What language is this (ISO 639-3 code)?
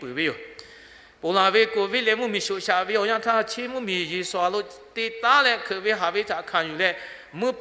lhu